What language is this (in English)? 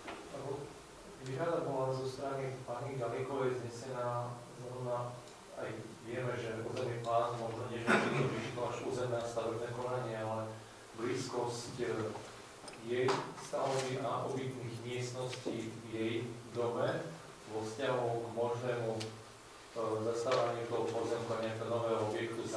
Slovak